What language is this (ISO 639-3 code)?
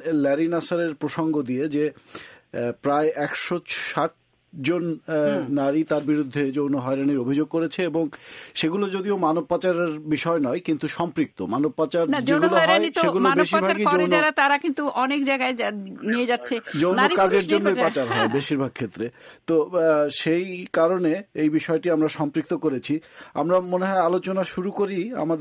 ben